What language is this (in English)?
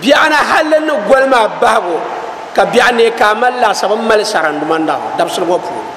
Dagbani